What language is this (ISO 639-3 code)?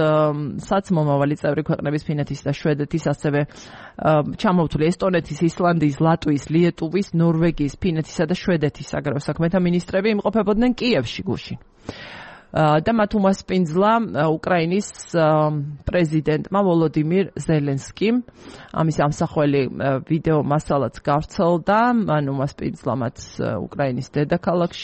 kat